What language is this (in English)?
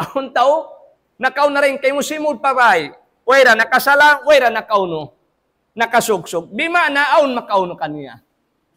Tausug